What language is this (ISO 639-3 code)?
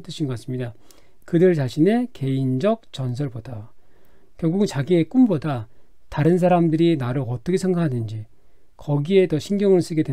kor